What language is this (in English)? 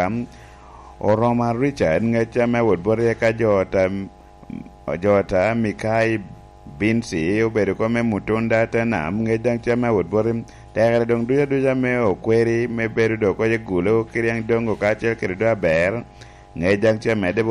Lango (Uganda)